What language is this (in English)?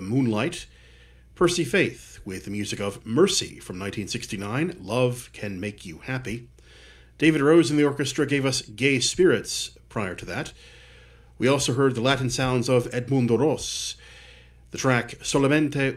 English